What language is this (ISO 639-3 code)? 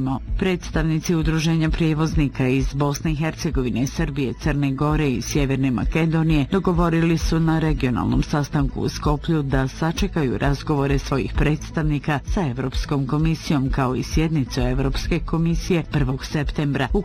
bos